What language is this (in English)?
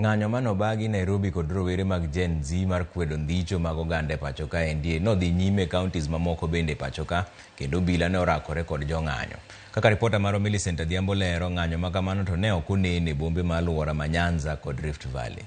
Luo (Kenya and Tanzania)